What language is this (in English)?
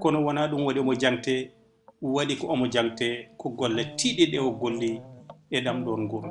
Fula